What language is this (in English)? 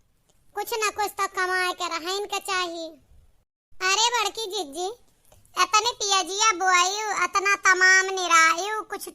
Awadhi